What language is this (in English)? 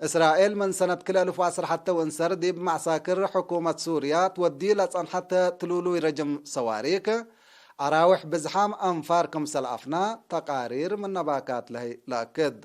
Tigre